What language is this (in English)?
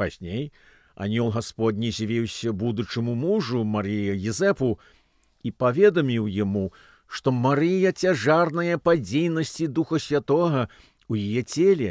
Belarusian